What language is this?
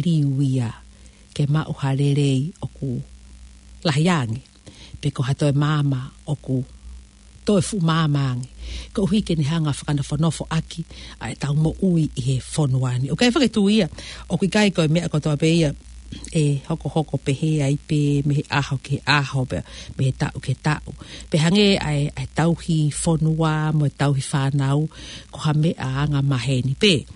Tongan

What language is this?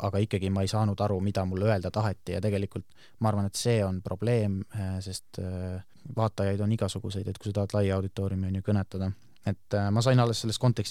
Estonian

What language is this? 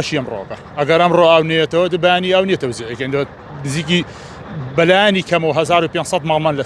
Central Kurdish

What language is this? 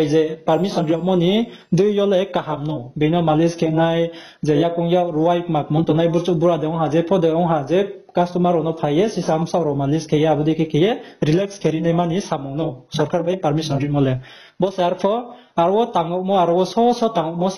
Riang (India)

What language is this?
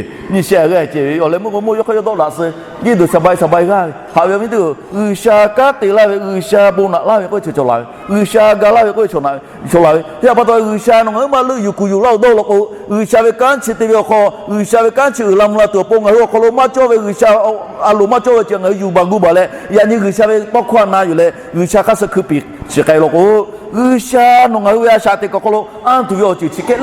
Lahu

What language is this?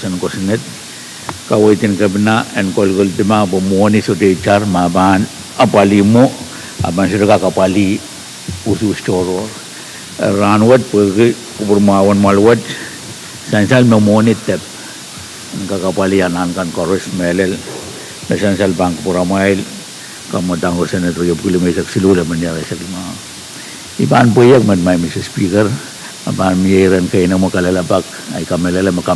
Pohnpeian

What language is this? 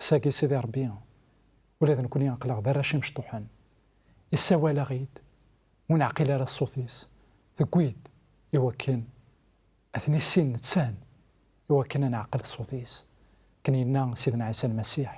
Kabyle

